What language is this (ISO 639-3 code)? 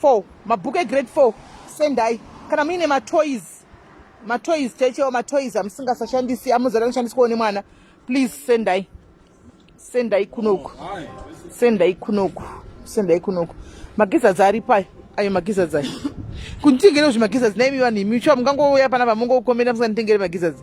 sna